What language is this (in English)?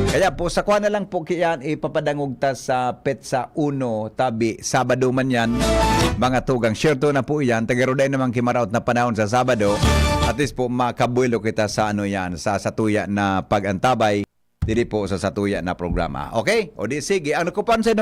Bikol